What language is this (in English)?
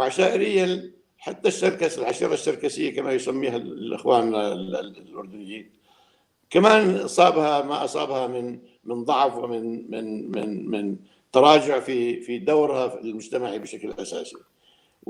North Levantine Arabic